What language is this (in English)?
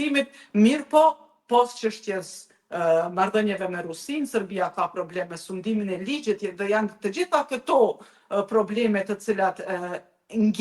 Albanian